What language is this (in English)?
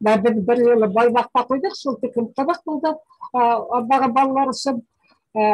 Bashkir